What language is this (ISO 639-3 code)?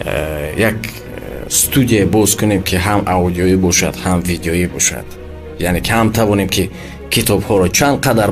tgk